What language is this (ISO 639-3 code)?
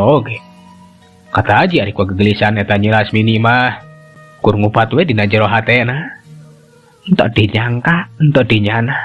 sun